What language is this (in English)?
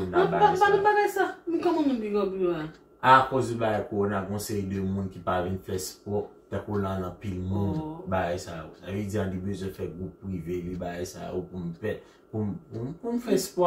Haitian Creole